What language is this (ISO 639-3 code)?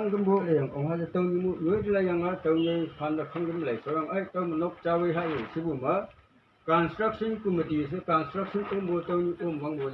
nbe